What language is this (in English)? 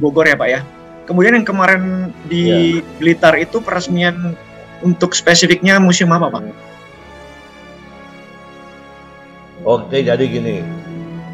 Indonesian